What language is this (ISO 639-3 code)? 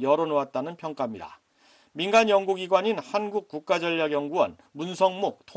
kor